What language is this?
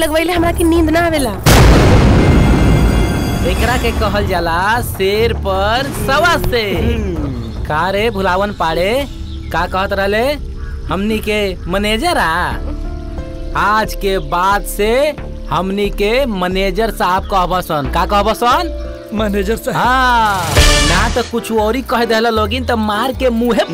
Bhojpuri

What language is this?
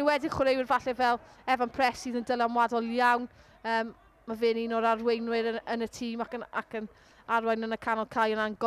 Welsh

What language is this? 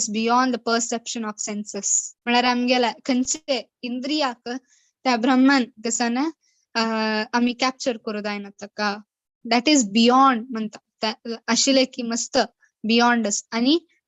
Konkani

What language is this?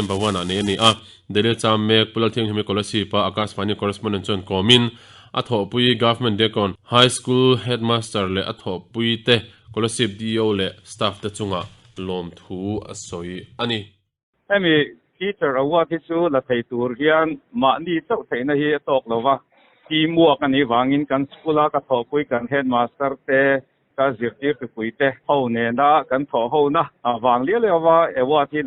Mizo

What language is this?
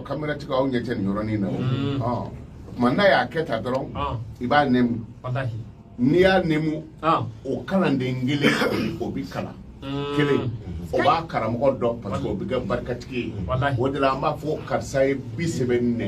Bambara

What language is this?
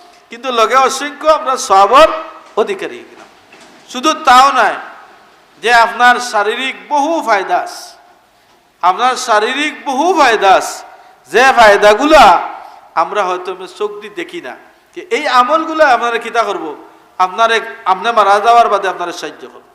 Sylheti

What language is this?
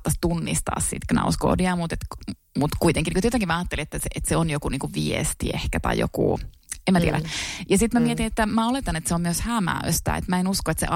Finnish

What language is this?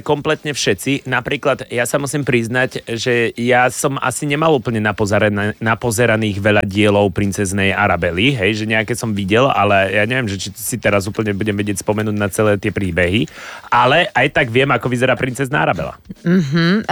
Slovak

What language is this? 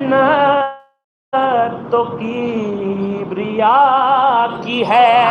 Saraiki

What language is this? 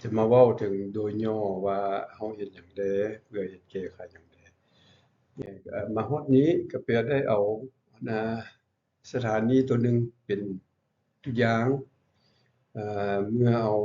Lao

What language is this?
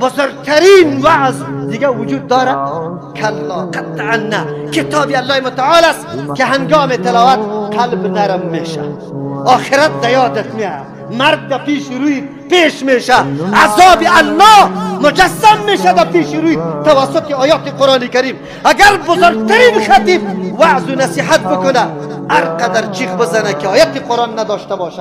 Persian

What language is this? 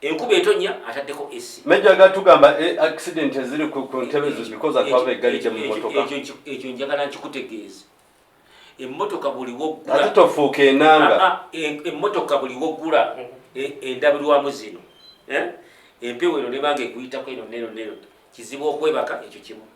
Ganda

